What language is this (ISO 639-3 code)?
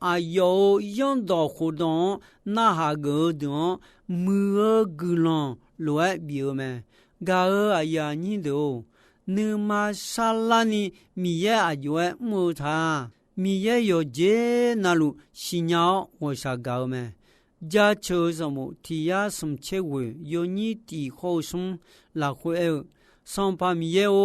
ahk